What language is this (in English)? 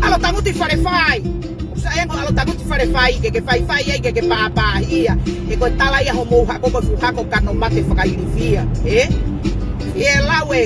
Tongan